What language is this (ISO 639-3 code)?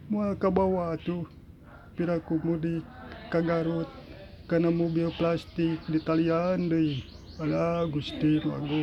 sun